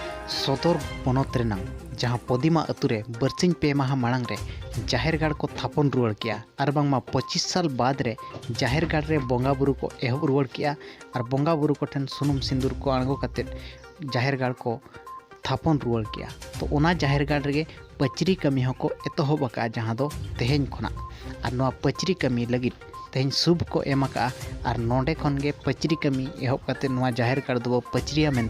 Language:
Santali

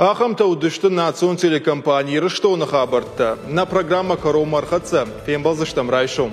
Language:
Ossetic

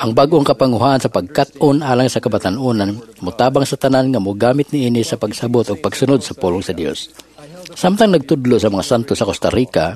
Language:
Cebuano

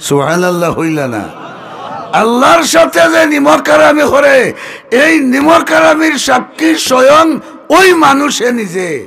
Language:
Sylheti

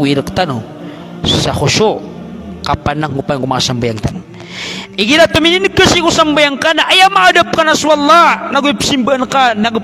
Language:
Maranao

